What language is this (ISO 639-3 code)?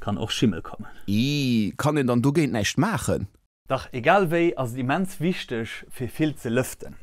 ltz